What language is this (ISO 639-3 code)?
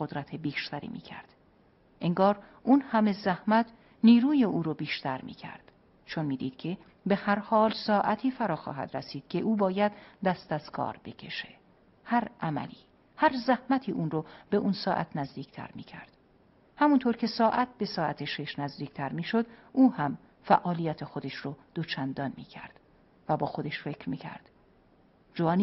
fas